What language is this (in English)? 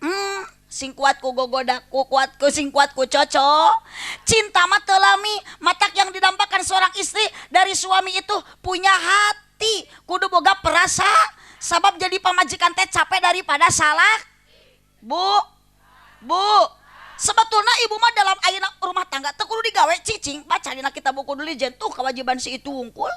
Sundanese